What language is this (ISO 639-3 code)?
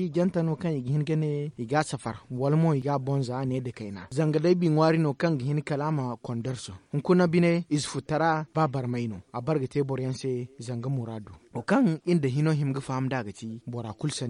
dje